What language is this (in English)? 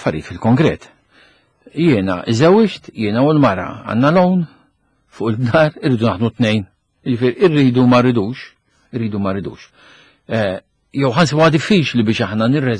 Maltese